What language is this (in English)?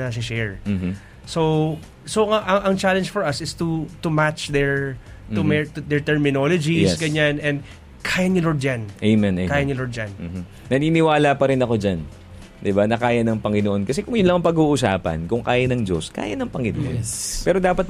Filipino